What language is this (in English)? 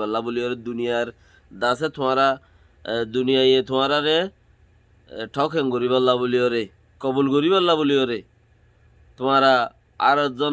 Rohingya